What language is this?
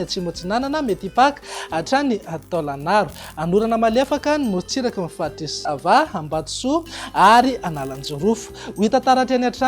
Malagasy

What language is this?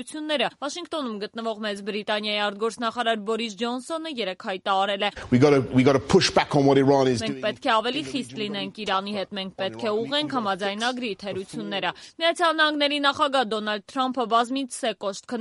Armenian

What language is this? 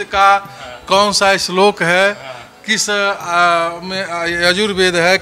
Hindi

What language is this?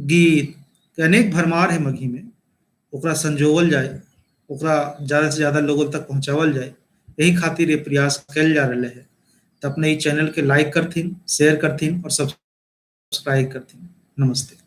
Magahi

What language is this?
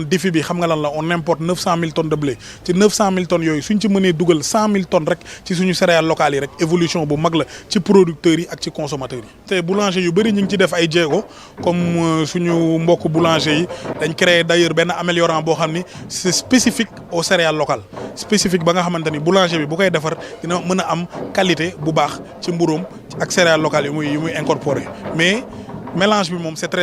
Wolof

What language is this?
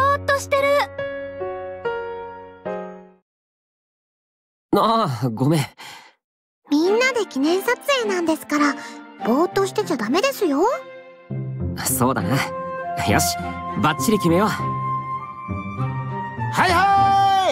Japanese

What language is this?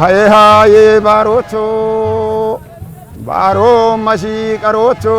Kafa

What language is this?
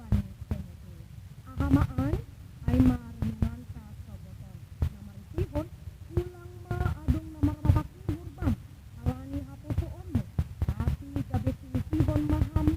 Batak Simalungun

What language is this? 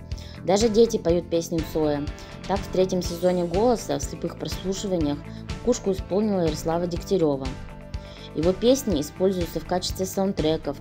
Russian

